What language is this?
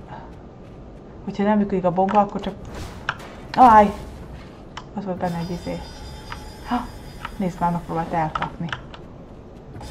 Hungarian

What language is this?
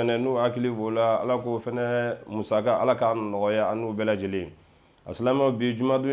Bambara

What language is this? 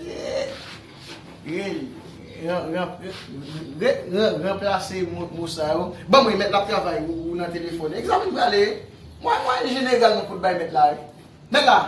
Haitian Creole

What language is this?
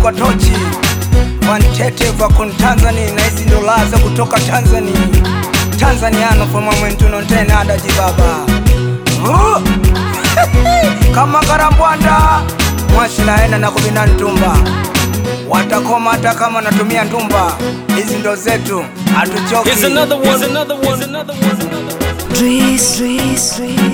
Swahili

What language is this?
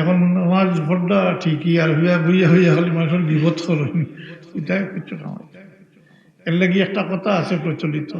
Sylheti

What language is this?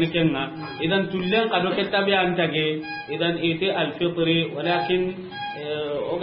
Soninke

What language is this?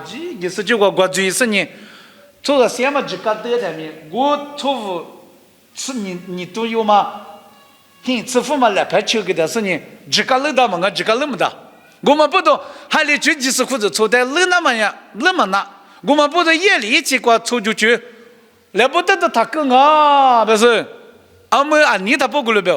Lisu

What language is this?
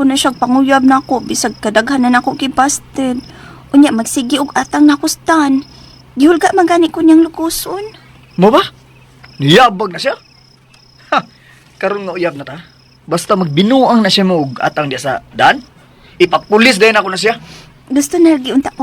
Cebuano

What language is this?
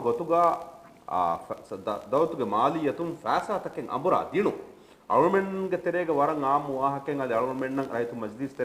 Divehi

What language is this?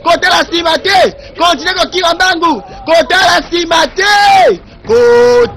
Lingala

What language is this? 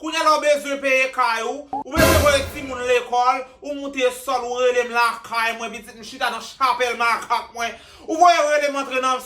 Haitian Creole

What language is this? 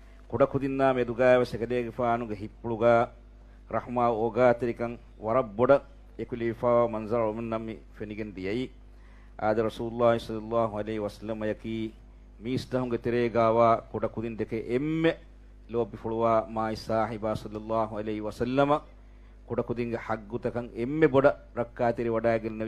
Divehi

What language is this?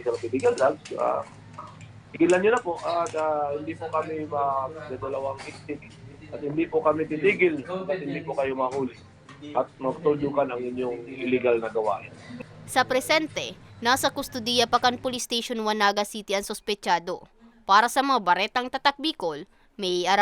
Bikol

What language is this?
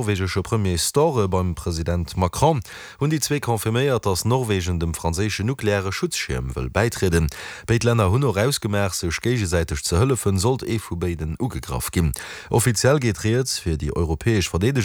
Luxembourgish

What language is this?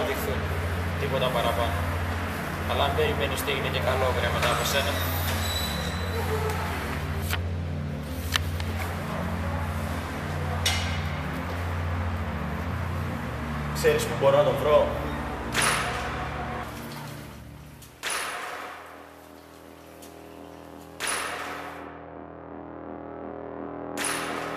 Greek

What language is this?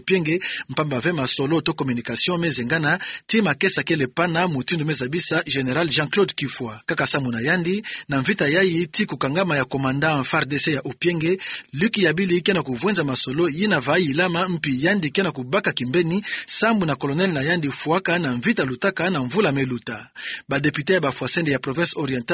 Kituba (Democratic Republic of Congo)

